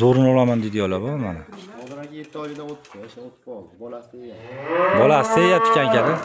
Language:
Uzbek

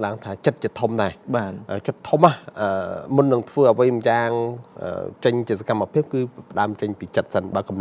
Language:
Khmer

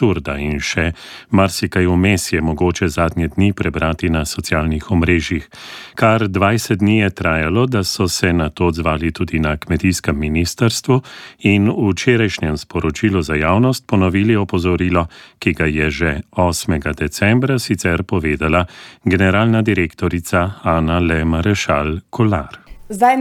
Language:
Slovenian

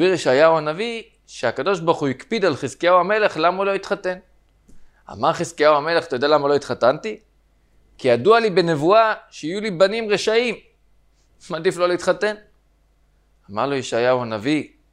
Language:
Hebrew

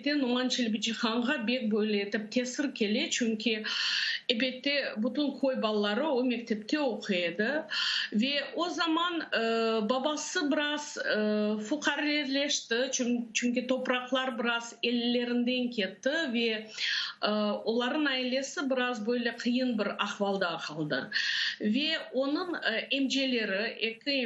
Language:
Crimean Tatar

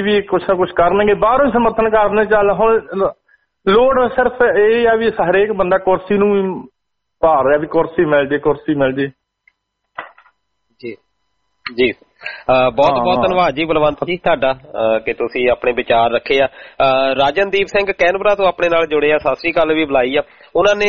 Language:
Punjabi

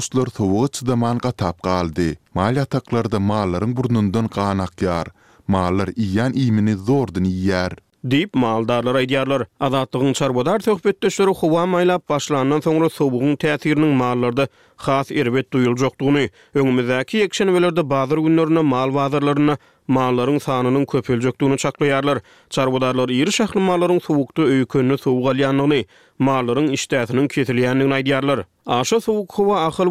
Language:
Turkmen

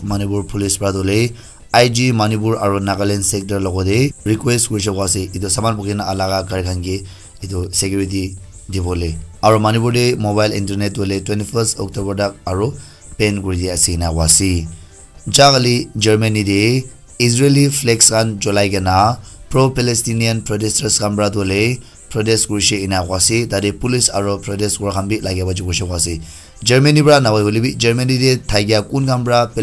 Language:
Naga Pidgin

